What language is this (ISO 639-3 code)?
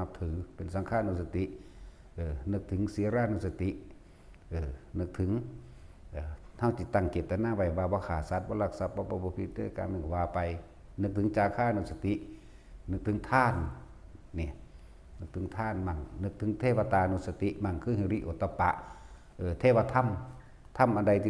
tts